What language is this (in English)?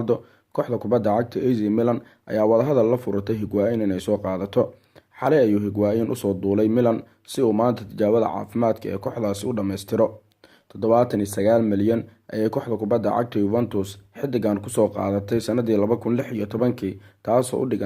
Somali